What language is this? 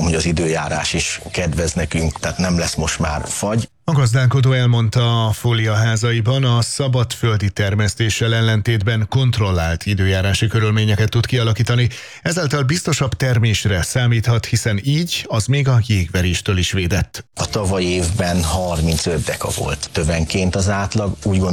Hungarian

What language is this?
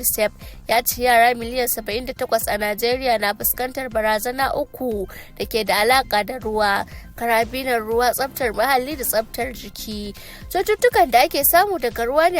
Hausa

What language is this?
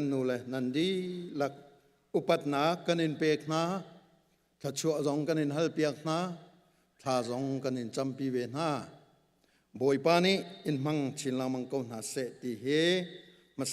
Hakha Chin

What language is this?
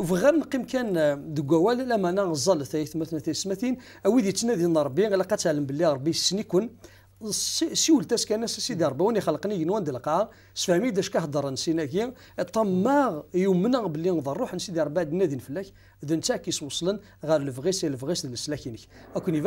Kabyle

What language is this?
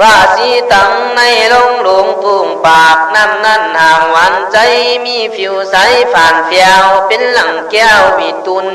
Khün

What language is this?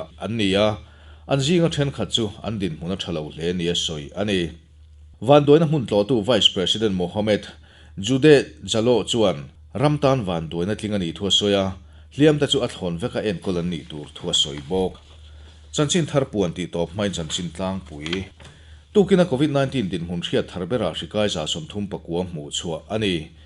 Mizo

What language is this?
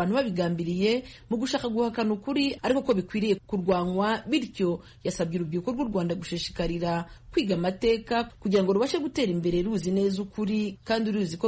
Kinyarwanda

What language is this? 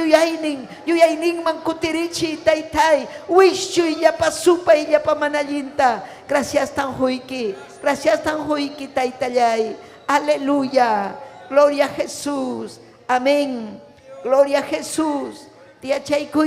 Ayacucho Quechua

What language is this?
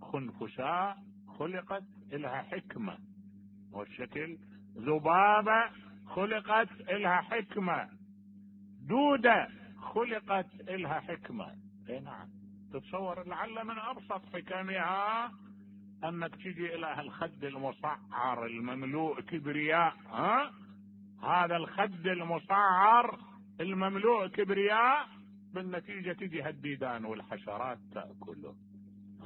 Mesopotamian Arabic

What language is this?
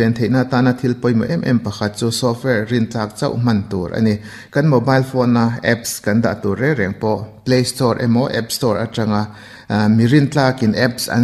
Mizo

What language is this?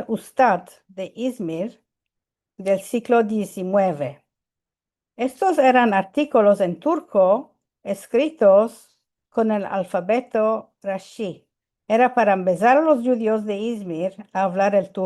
Ladino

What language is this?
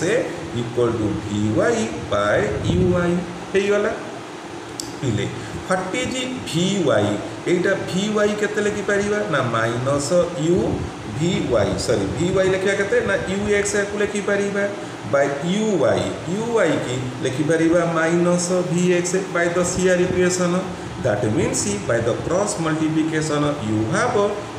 Odia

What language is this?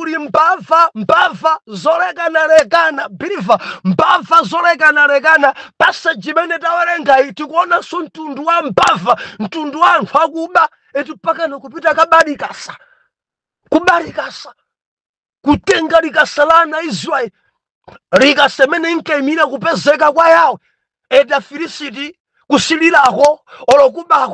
Nyanja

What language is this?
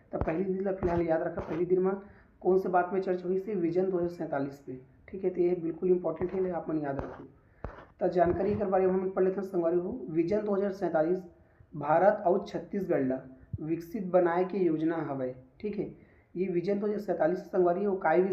Chhattisgarhi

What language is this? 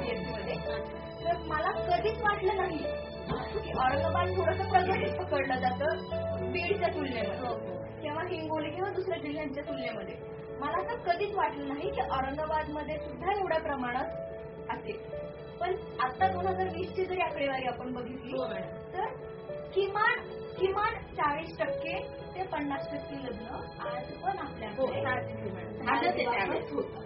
Marathi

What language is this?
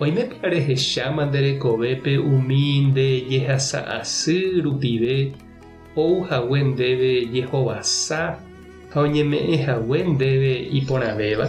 Guarani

